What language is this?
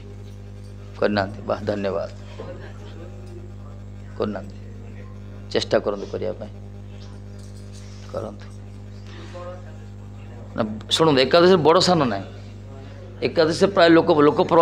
Odia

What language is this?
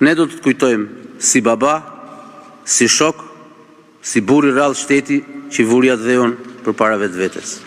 Albanian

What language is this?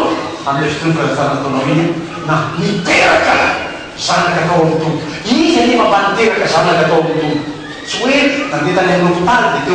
Malagasy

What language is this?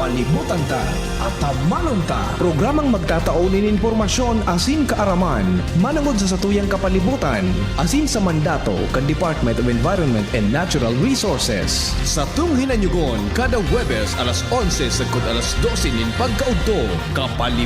Bikol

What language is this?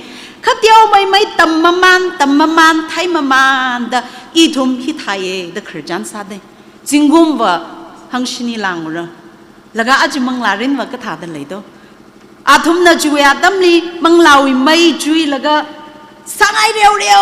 Tangkhul Naga (India)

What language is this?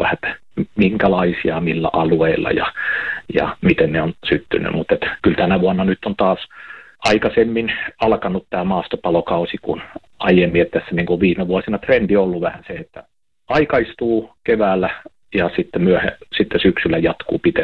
Finnish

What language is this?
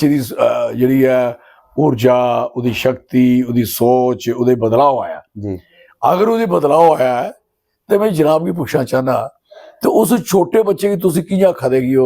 Dogri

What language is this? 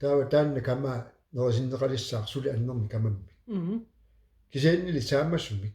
Kalaallisut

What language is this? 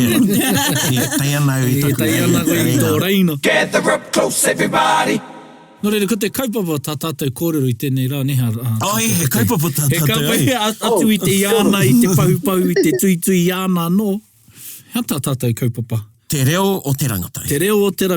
Māori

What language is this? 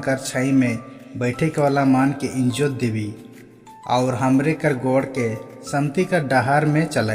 Sadri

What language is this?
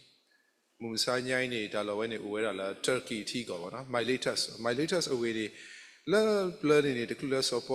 S'gaw Karen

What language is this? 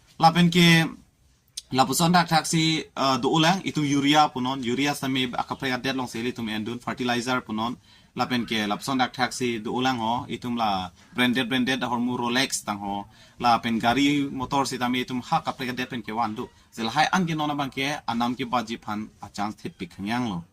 Karbi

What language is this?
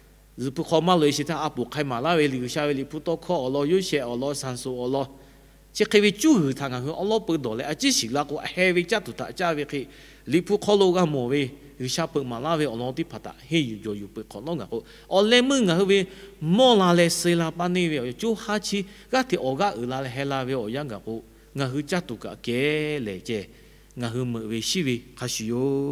Lahu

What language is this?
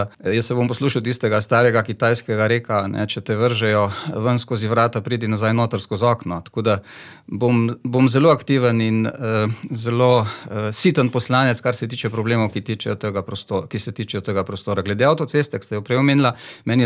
Slovenian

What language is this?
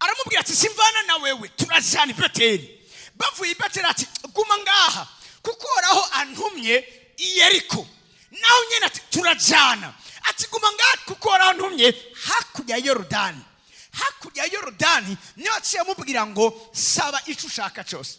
Rundi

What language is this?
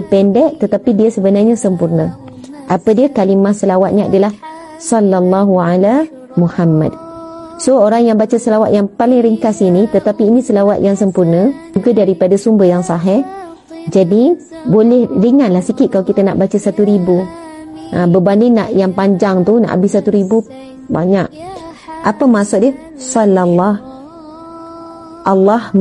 Malay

